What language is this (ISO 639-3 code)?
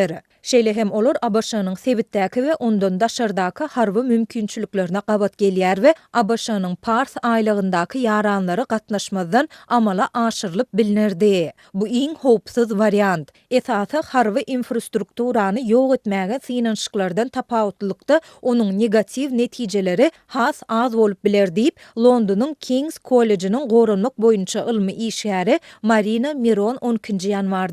tuk